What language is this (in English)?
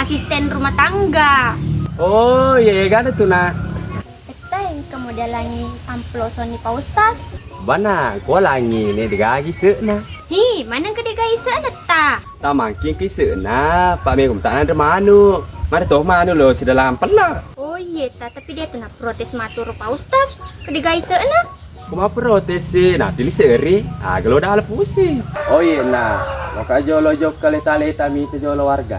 Buginese